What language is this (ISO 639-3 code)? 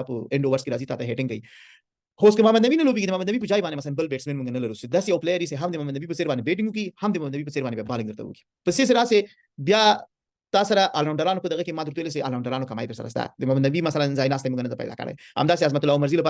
pus